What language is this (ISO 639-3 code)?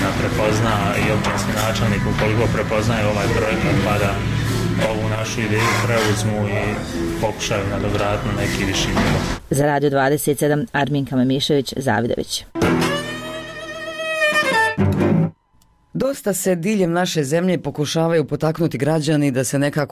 bos